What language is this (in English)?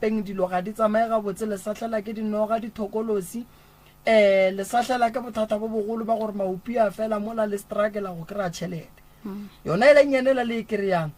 Northern Sotho